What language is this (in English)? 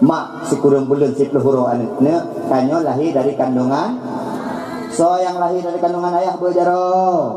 Achinese